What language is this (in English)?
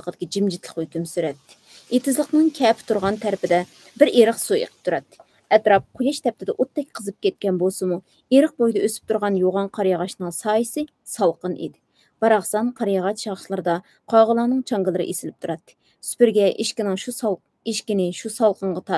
Uyghur